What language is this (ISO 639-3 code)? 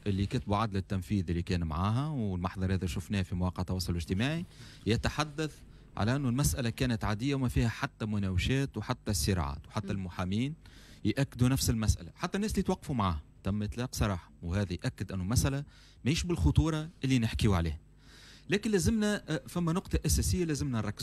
aeb